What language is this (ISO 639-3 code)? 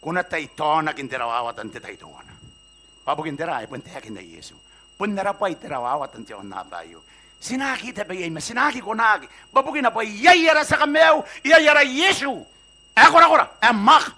gil